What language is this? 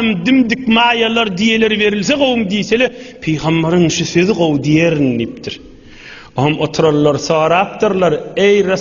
Turkmen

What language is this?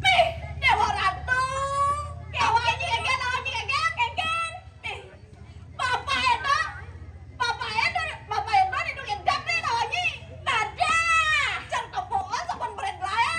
Balinese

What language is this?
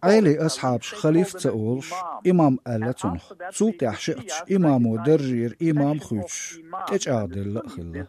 Chechen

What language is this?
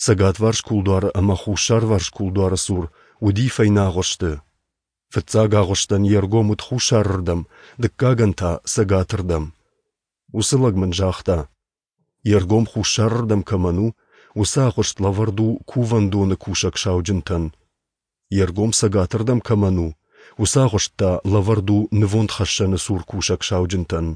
Ossetic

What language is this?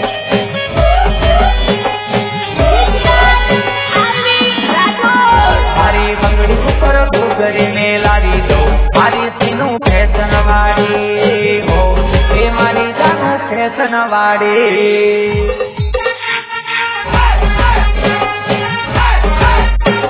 Gujarati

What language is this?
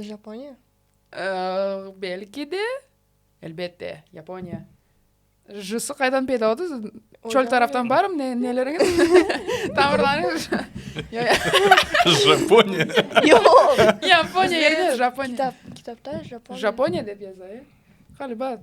Crimean Tatar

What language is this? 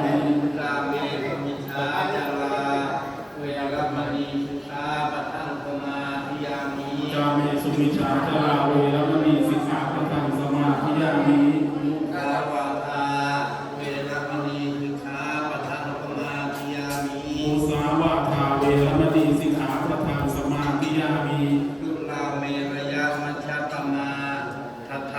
Pali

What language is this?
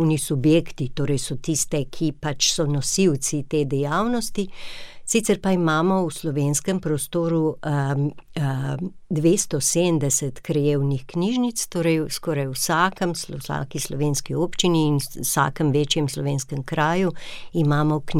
Slovenian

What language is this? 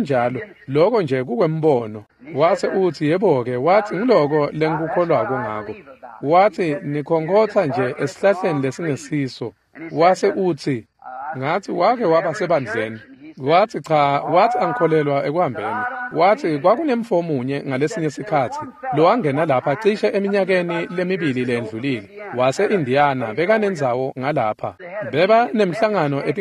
Swati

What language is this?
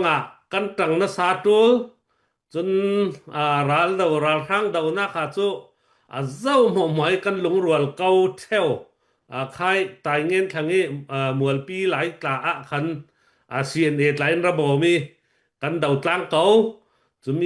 Falam Chin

